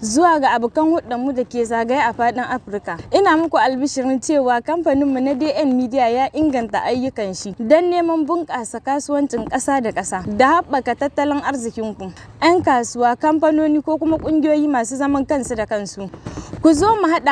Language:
Hausa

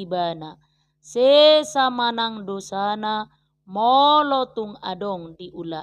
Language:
Batak Toba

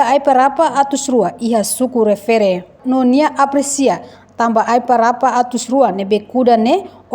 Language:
Tetum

